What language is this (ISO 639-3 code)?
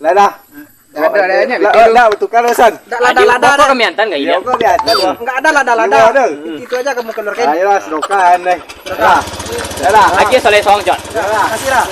min